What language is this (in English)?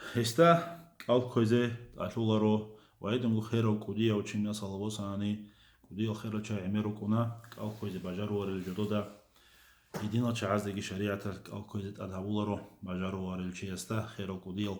Avaric